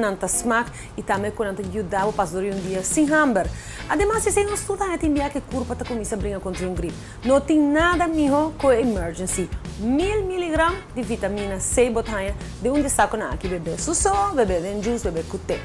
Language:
Papiamento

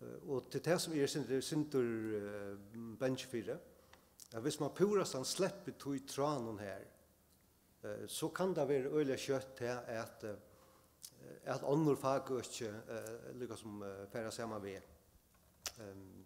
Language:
Faroese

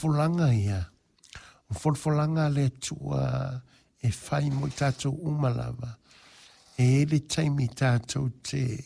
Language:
Samoan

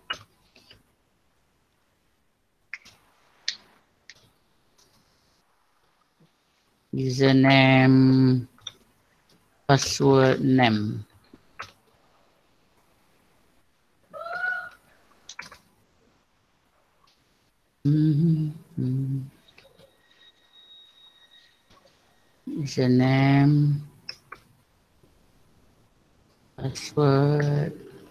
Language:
Malay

